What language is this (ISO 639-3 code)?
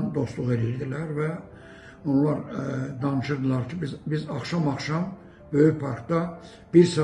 aze